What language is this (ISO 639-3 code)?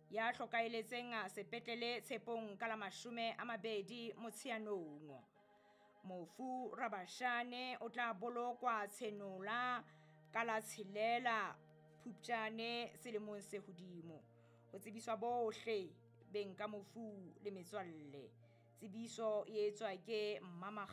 sot